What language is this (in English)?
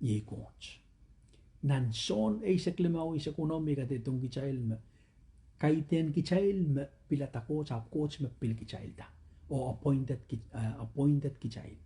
Pohnpeian